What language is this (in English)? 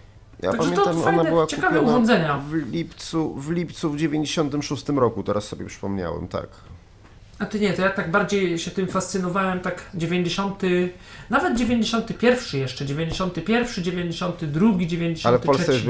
Polish